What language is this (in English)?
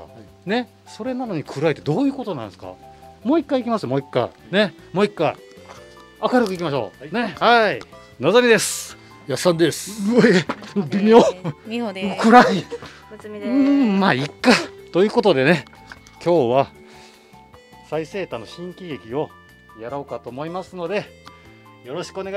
Japanese